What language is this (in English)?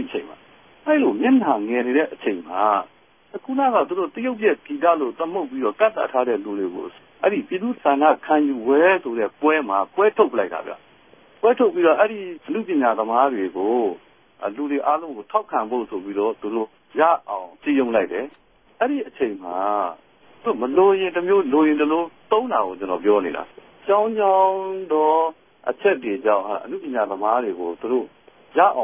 Burmese